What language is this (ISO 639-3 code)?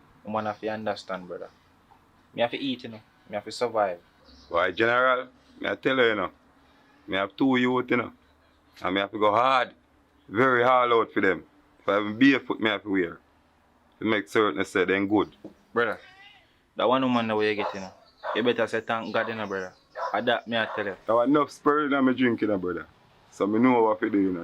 jam